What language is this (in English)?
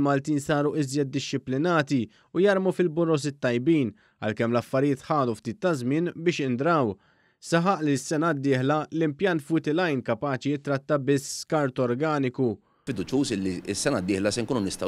Maltese